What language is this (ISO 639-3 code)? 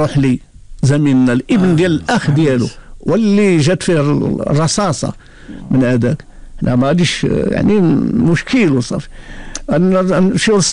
ary